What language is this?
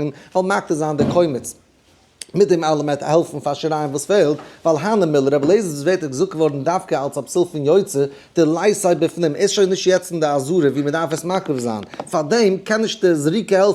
Yiddish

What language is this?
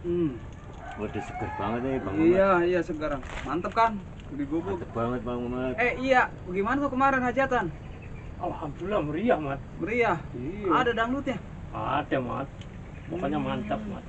Betawi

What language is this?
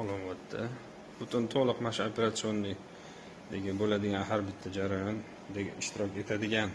Uzbek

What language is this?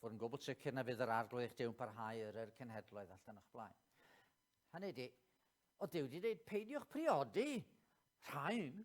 Welsh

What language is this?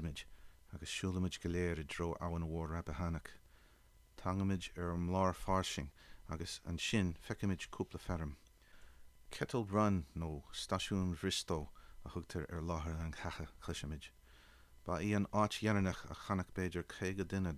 Irish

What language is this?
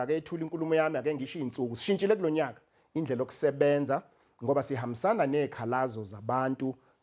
Zulu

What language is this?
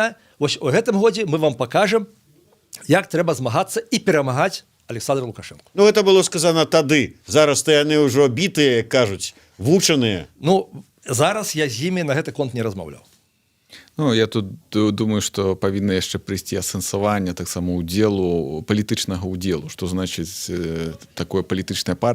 Belarusian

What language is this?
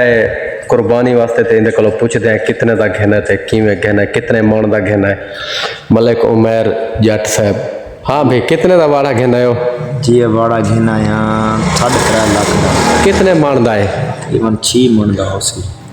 Saraiki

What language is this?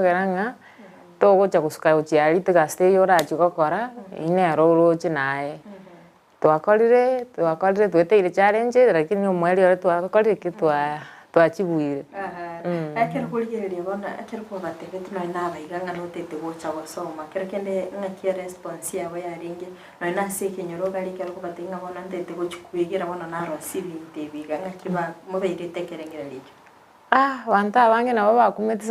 Gusii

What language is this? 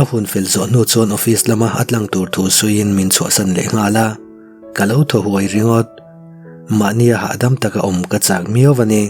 Mizo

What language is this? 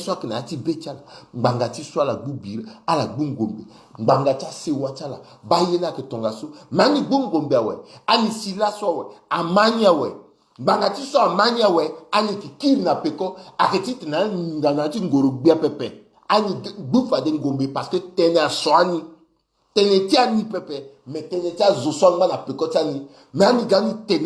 Sango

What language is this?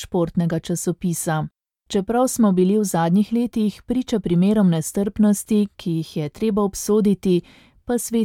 Slovenian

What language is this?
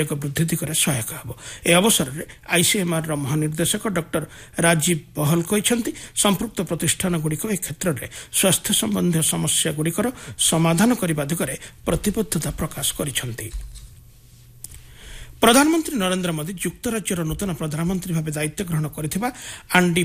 Odia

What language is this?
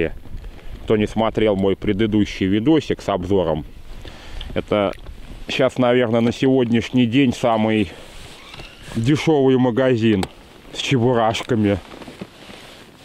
Russian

